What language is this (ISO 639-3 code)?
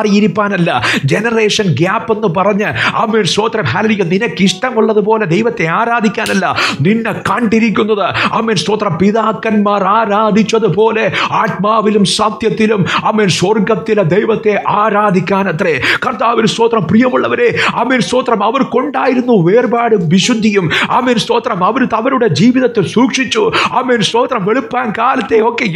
mal